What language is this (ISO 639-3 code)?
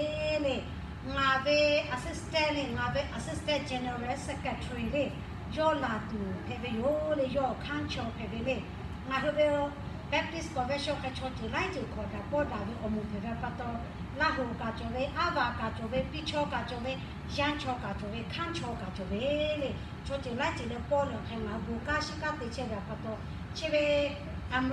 lhu